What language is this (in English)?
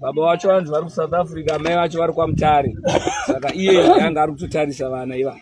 Shona